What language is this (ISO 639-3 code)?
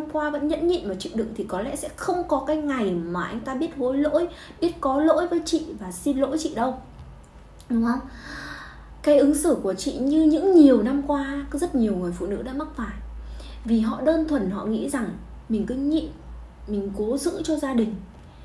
vie